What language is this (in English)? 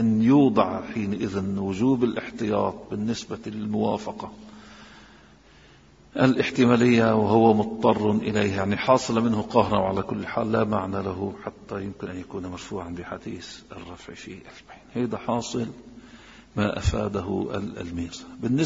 Arabic